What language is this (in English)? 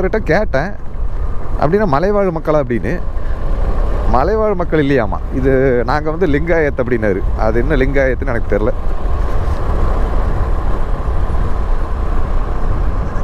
Tamil